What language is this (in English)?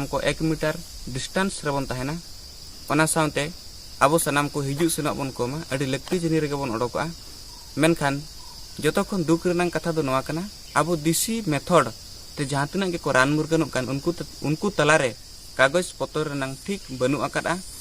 Santali